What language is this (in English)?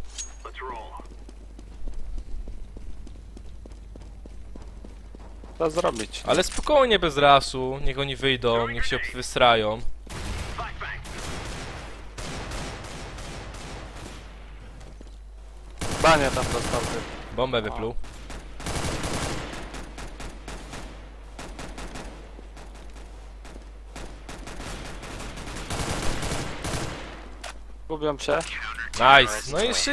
Polish